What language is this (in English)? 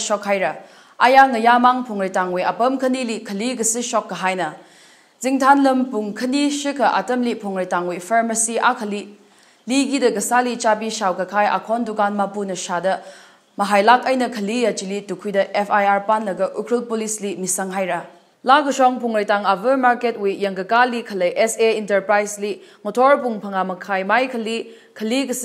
Tangkhul Naga (India)